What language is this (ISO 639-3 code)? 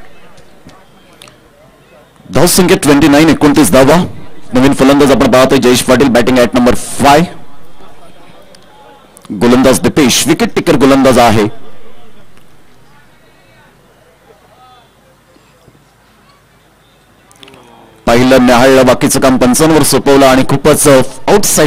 mar